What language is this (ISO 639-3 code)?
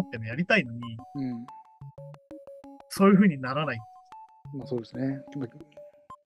jpn